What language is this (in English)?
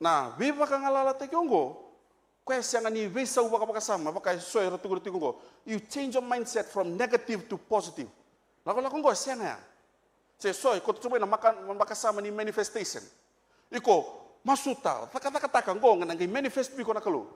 Fijian